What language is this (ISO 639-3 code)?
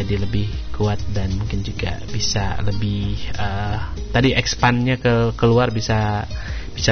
ind